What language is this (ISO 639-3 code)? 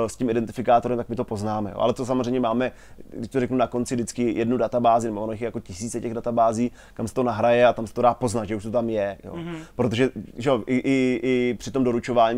ces